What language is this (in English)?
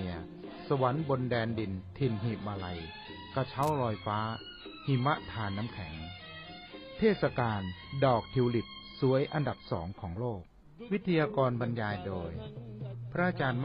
Thai